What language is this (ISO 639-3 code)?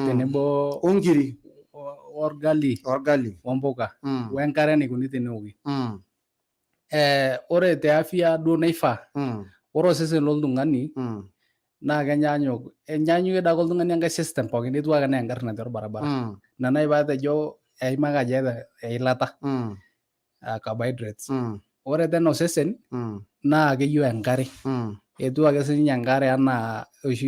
mas